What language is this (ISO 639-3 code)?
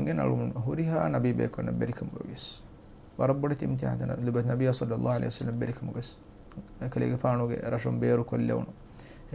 div